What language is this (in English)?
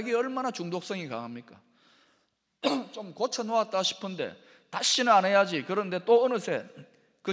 Korean